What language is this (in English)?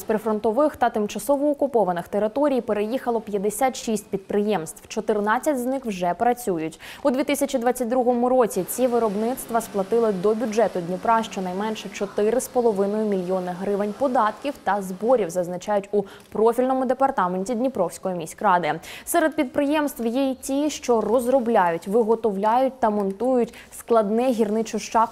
Ukrainian